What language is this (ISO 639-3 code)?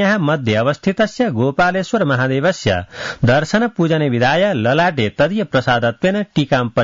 san